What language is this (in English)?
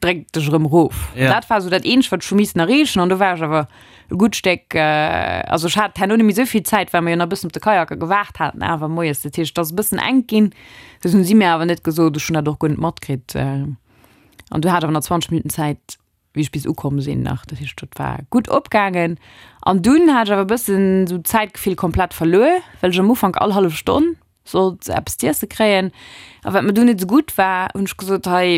Luxembourgish